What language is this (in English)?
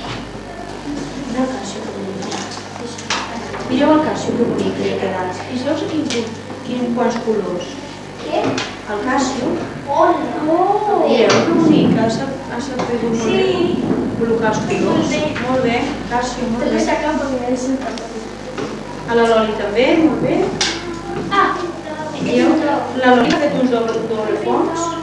Catalan